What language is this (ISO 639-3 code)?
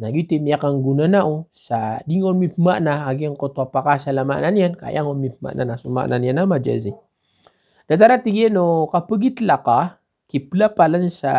mrw